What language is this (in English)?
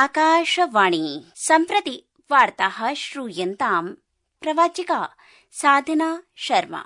Sanskrit